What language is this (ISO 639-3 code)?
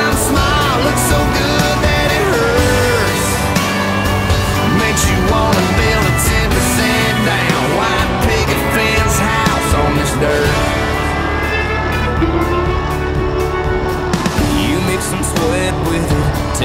eng